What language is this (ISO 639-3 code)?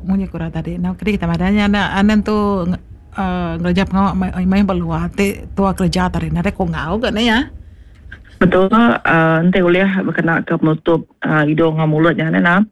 iba